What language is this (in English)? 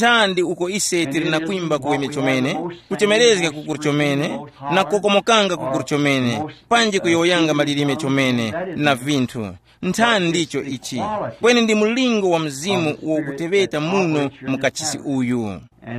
Tumbuka